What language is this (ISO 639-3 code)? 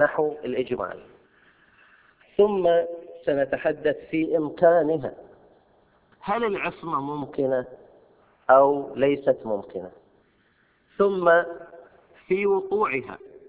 ara